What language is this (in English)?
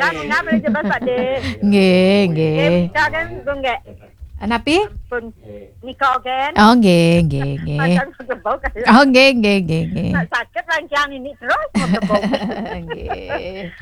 Balinese